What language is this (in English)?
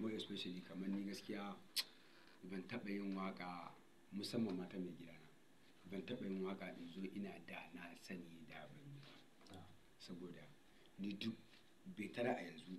Hausa